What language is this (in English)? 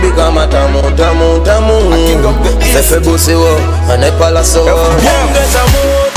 Swahili